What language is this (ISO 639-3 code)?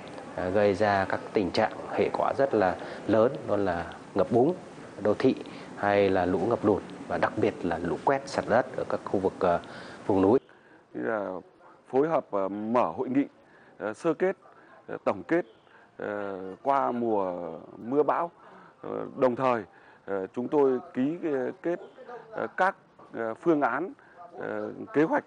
vie